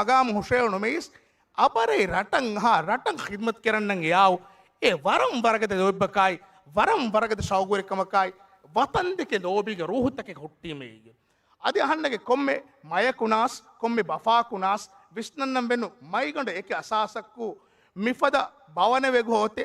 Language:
Divehi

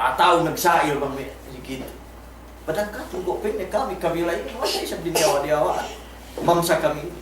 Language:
Yakan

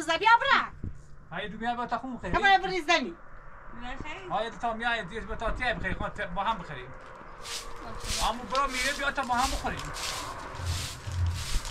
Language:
Persian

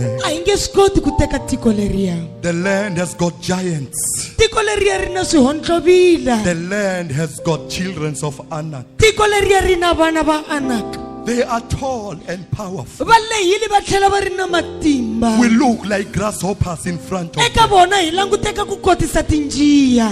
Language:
Tsonga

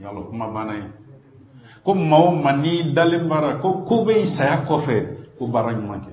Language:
Bambara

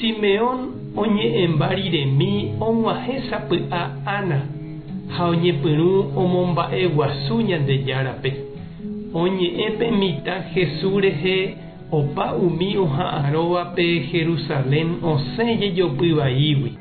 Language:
Guarani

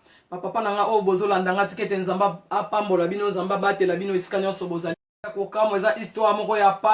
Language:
Lingala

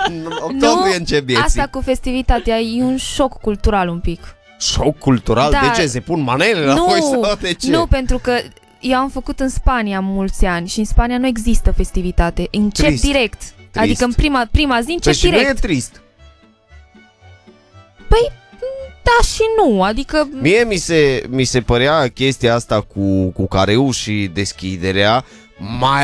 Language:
Romanian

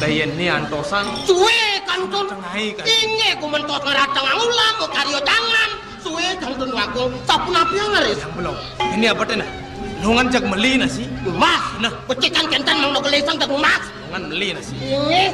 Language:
Balinese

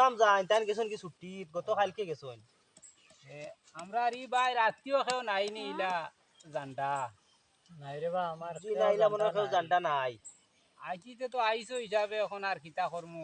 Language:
Sylheti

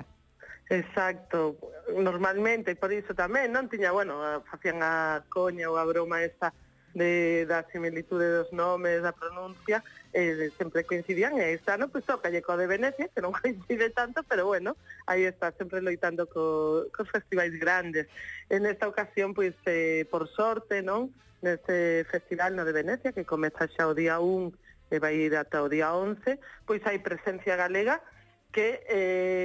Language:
Galician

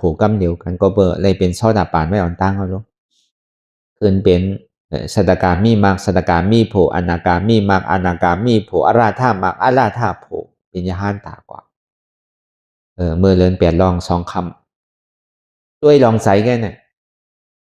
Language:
Shan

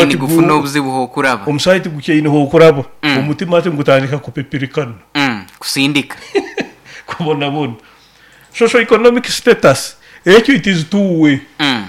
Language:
Nyoro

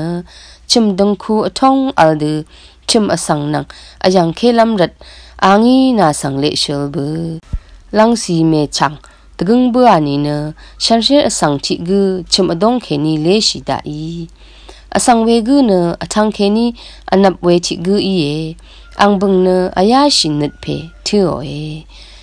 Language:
Rawang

